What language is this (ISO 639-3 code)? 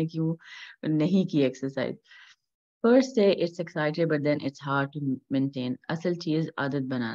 urd